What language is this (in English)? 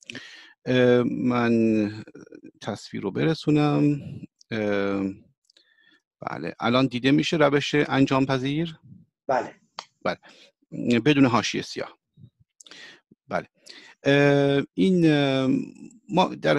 Persian